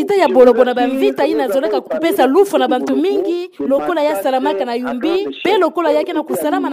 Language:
Kituba (Democratic Republic of Congo)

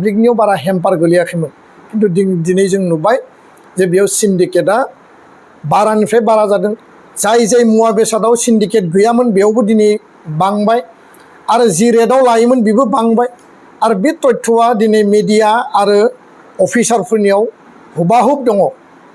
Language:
Bodo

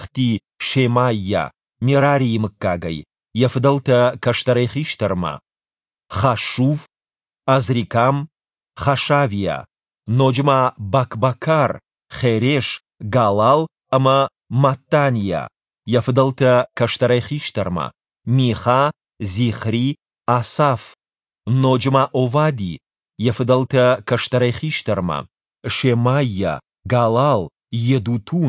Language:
Ossetic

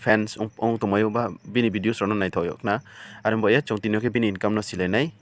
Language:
Riang (India)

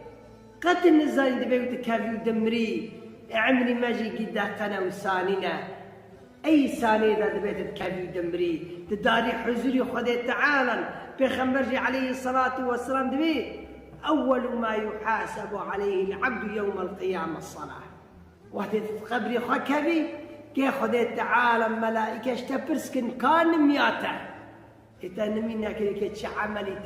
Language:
Kurdish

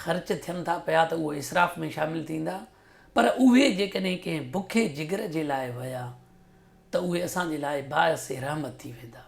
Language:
Sindhi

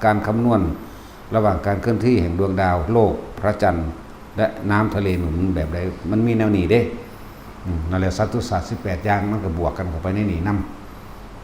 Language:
Northeastern Thai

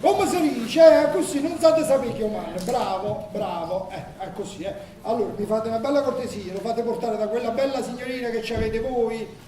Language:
Neapolitan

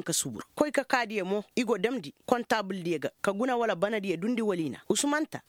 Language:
Koyraboro Senni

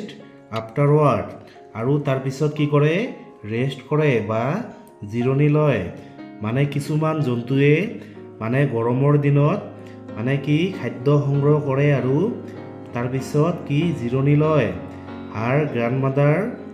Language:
Assamese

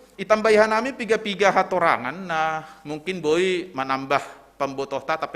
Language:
Batak Simalungun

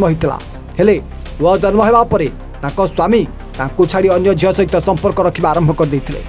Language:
Odia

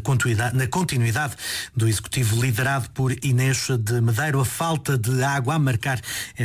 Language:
Portuguese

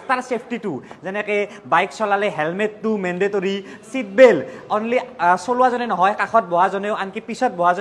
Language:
Assamese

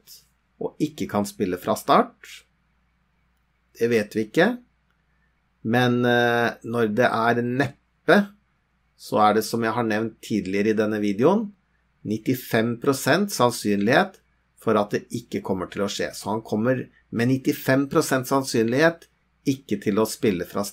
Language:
Norwegian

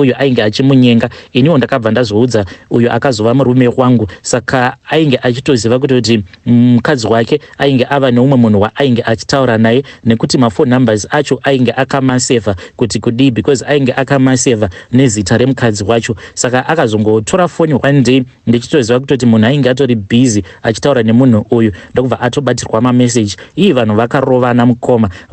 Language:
Shona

